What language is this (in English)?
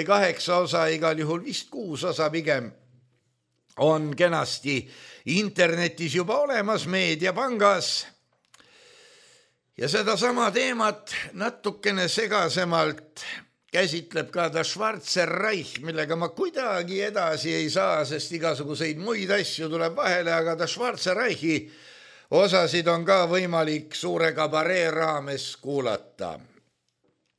Estonian